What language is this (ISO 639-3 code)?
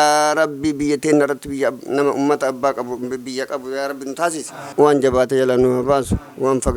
orm